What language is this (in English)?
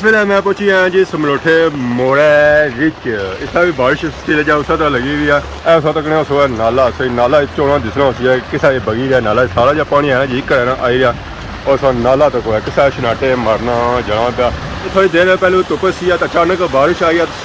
Pahari-Potwari